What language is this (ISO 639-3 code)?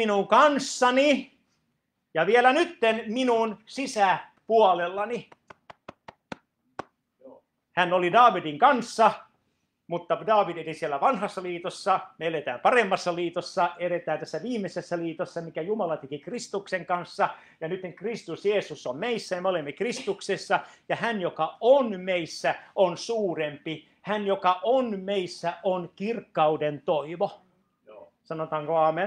fin